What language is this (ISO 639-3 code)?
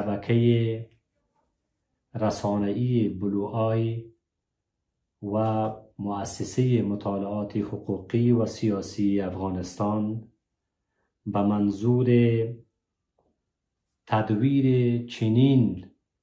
fas